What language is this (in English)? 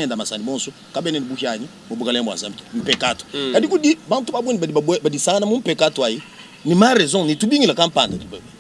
Luba-Lulua